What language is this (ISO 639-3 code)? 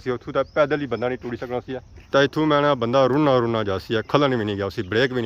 phr